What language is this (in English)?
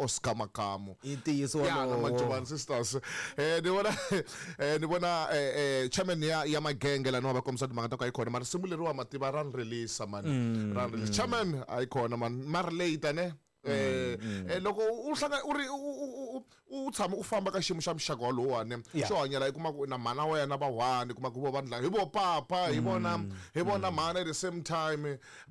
Tsonga